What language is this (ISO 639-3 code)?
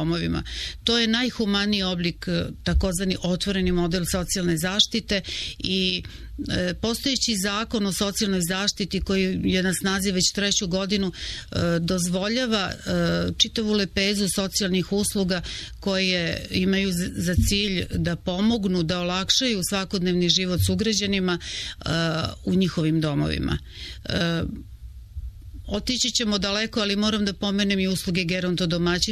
srp